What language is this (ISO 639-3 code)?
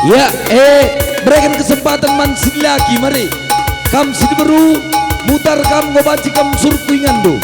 btx